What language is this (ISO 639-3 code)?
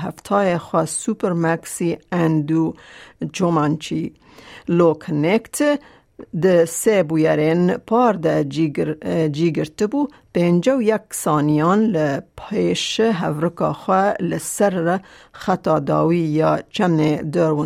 kur